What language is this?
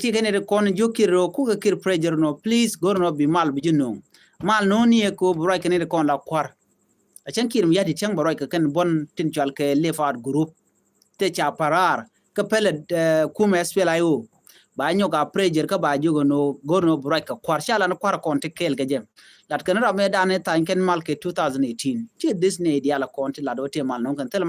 Nuer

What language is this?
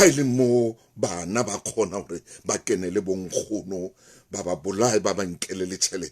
Southern Sotho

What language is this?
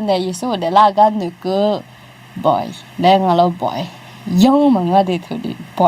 Akha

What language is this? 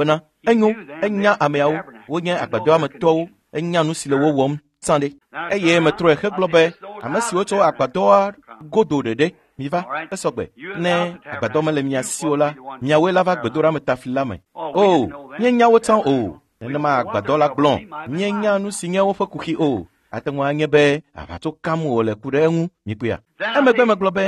Ewe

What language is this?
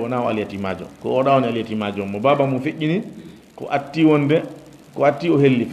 Fula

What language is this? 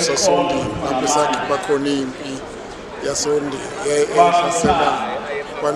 Zulu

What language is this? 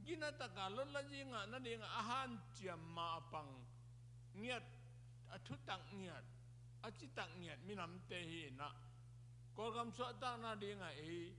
Tedim Chin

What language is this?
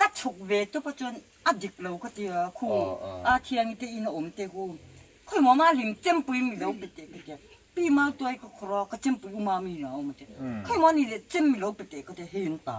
Mizo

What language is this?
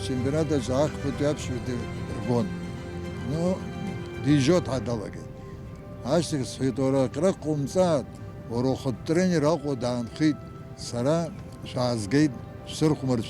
Abkhazian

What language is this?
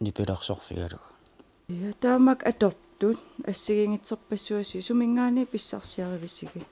Kalaallisut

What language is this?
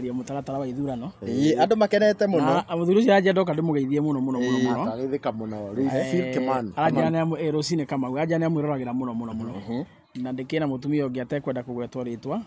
Kikuyu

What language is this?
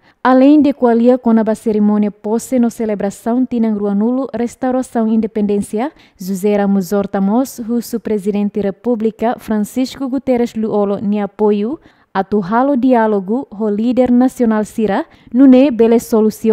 Tetum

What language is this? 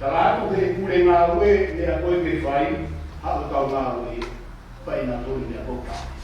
Tongan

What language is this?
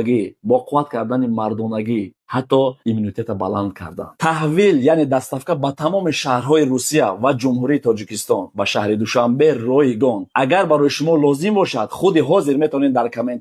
Tajik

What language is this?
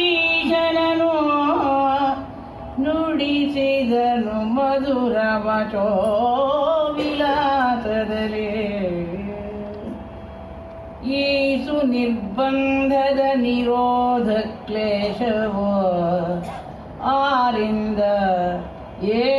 Kannada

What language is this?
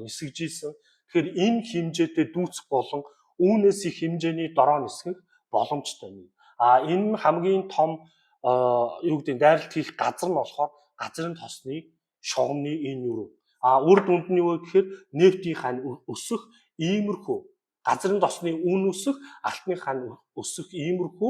Mongolian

